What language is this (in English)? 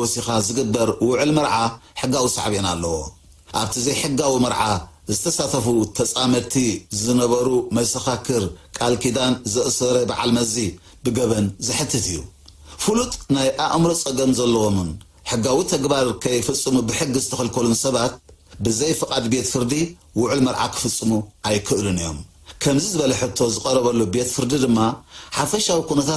Tigrinya